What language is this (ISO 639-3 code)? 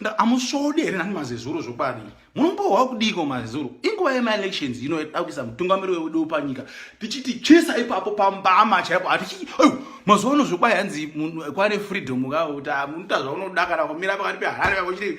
sna